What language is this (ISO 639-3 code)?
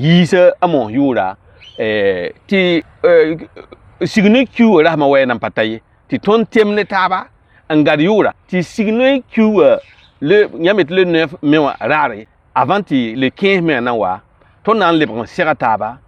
mos